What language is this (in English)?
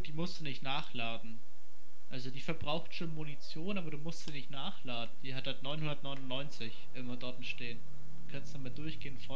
Swiss German